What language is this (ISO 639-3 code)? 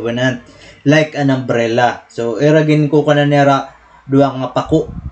war